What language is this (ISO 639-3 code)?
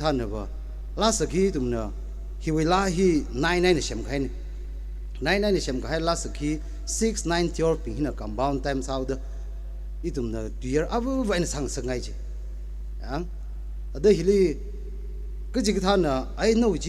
nmf